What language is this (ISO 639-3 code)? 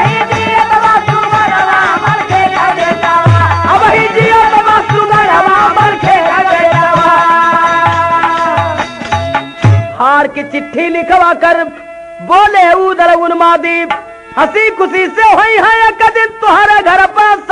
bho